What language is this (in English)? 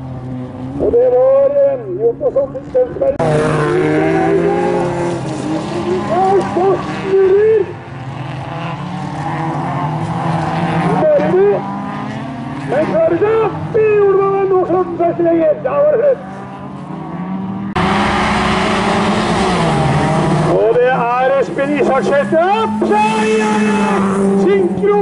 Norwegian